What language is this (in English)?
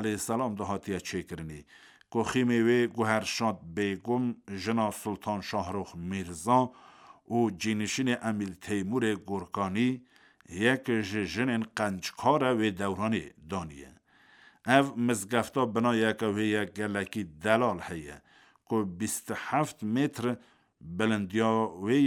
Kurdish